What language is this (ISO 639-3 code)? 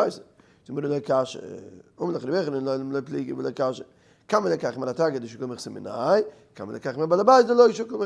yid